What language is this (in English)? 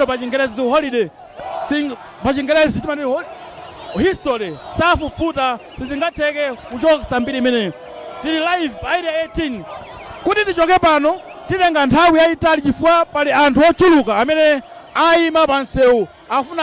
Nyanja